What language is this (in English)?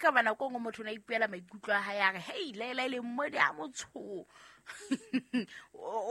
Southern Sotho